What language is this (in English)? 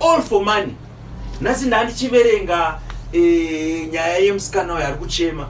Shona